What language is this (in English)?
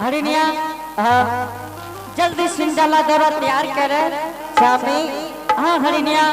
Angika